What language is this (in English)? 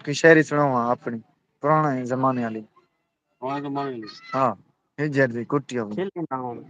Saraiki